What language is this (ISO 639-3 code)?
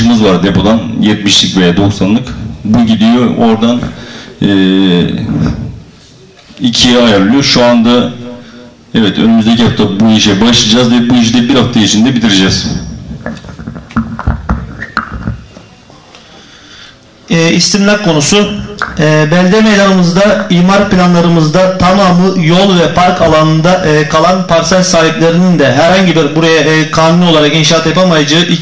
tur